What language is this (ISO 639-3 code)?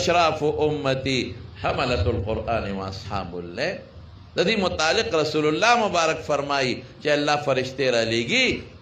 pus